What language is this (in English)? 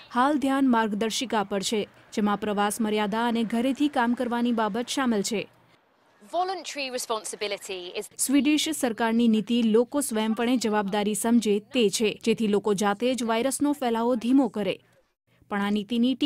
Gujarati